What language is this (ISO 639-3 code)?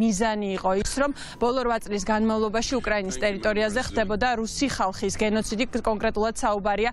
kat